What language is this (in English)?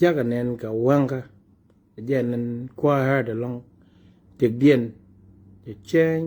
Nuer